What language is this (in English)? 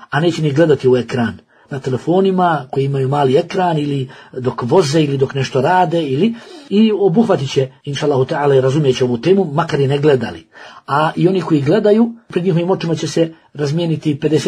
Bosnian